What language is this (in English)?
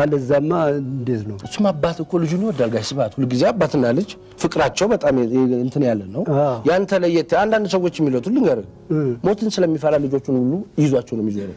Amharic